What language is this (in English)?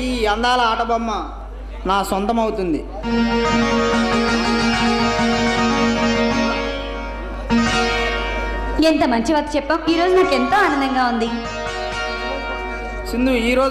Telugu